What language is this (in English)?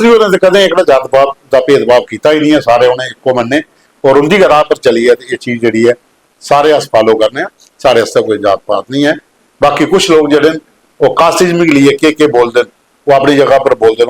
Dogri